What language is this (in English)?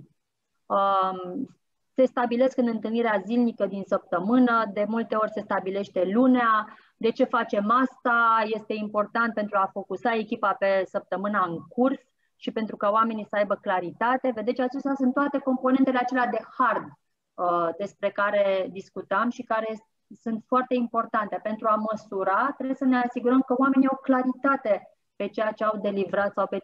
Romanian